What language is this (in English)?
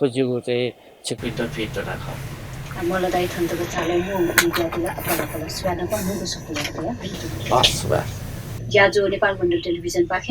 Newari